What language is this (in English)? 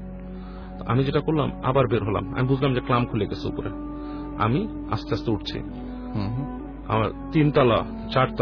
Bangla